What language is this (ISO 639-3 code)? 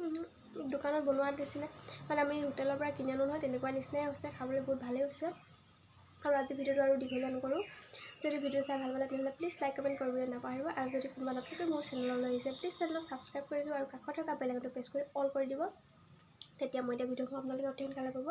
asm